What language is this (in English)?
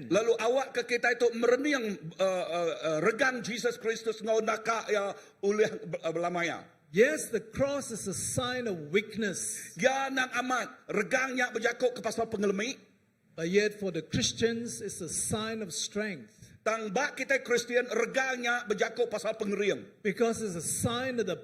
Iban